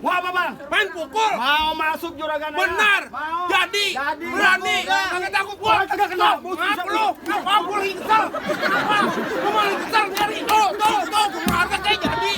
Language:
Betawi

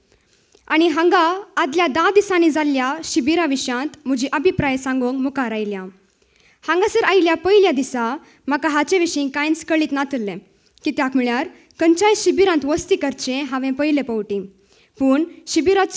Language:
Konkani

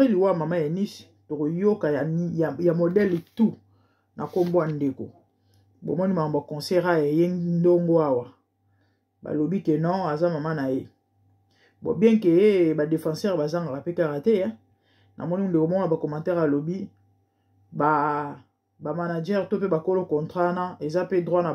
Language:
Lingala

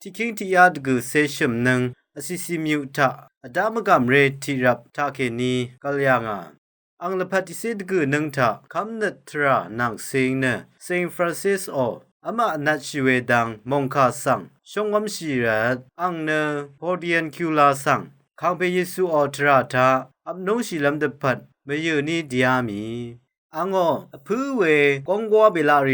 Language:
Rawang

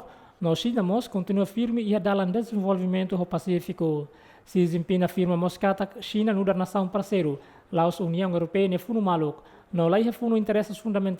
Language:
Tetum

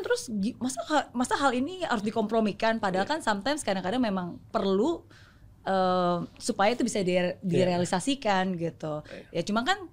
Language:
Indonesian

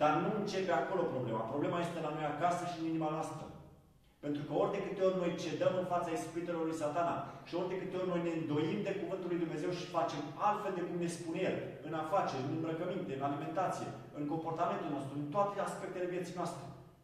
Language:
Romanian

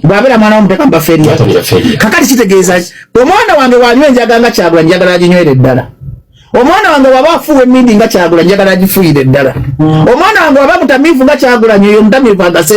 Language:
Ganda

